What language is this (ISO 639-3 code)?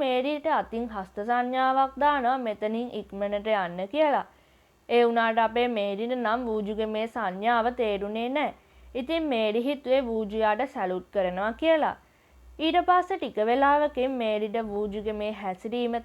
sin